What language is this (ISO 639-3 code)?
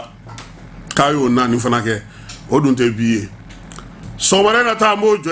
bam